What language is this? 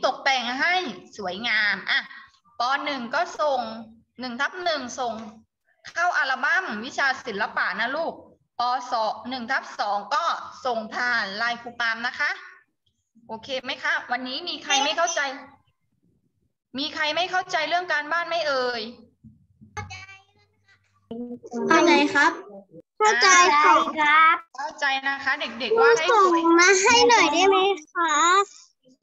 Thai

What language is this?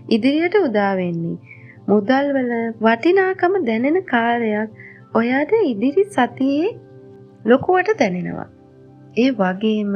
Sinhala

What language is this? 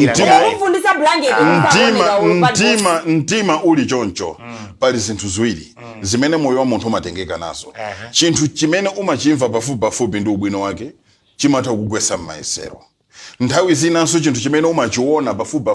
Nyanja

